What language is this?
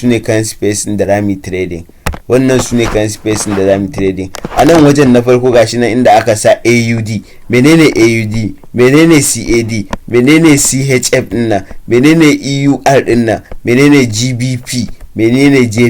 Hausa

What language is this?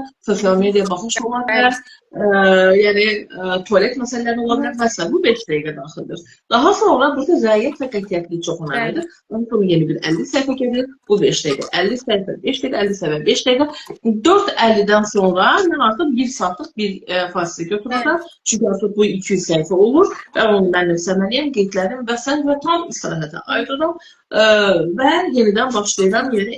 Azerbaijani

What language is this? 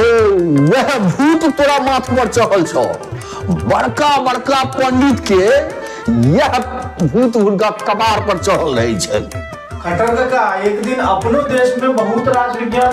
Maithili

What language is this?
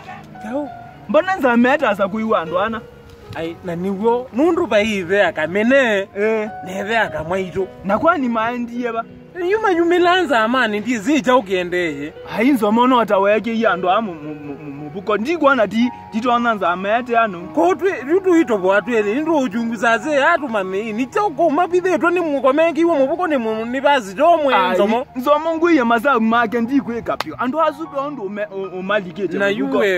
Kamba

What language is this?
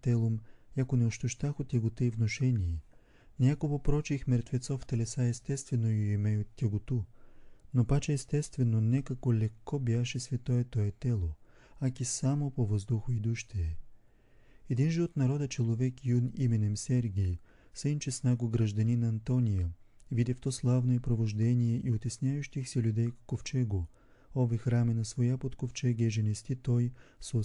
Bulgarian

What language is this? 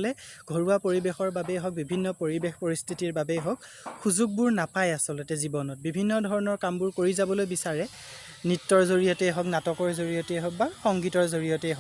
Assamese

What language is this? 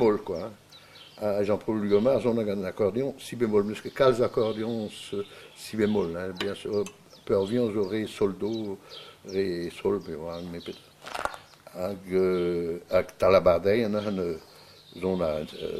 Breton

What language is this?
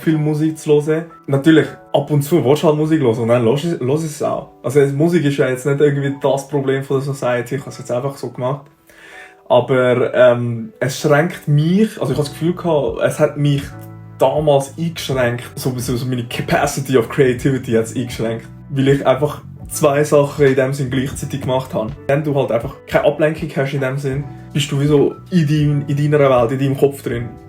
Swiss German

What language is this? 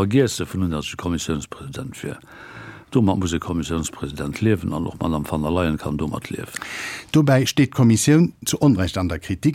Luxembourgish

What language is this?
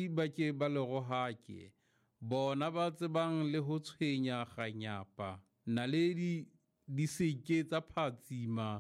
Southern Sotho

